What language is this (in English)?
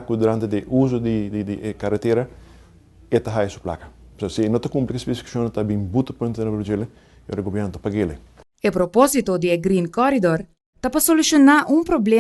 Papiamento